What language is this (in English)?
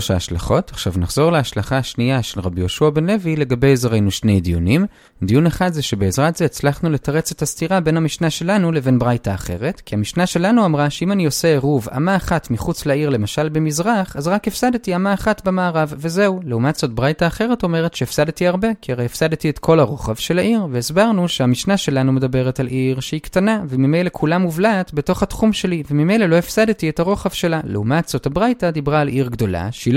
Hebrew